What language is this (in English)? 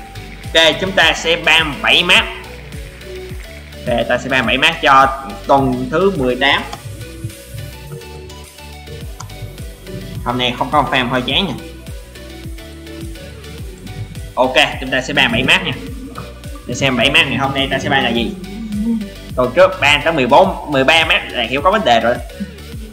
Vietnamese